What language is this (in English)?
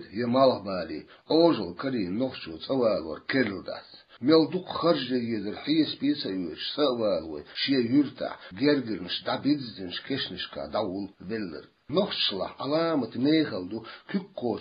Chechen